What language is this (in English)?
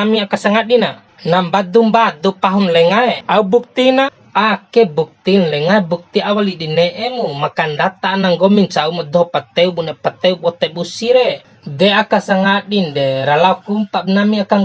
Bima